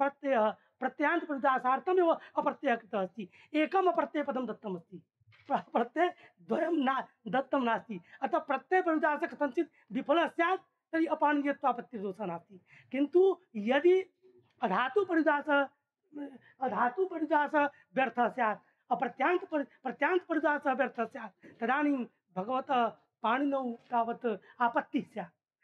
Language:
Sanskrit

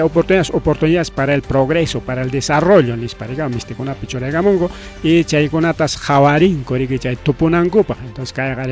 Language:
Ayacucho Quechua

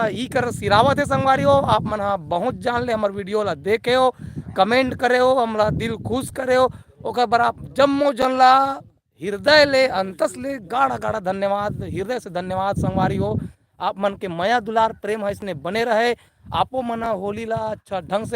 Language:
Chhattisgarhi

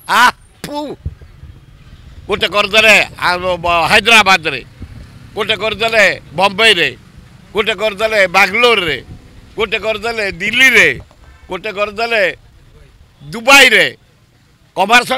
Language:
Odia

